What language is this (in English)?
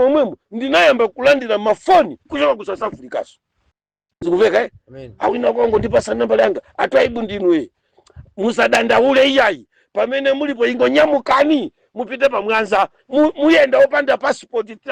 Nyanja